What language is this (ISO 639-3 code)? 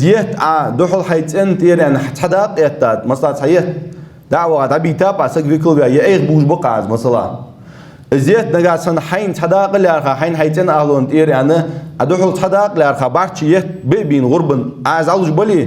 inh